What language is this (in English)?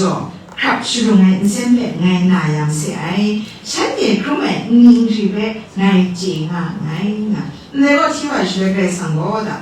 Kachin